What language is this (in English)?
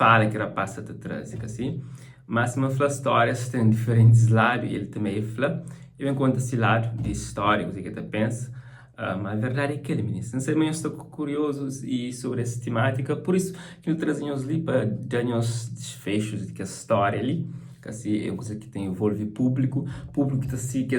Kabuverdianu